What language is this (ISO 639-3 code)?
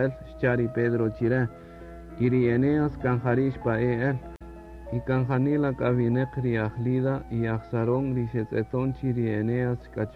cak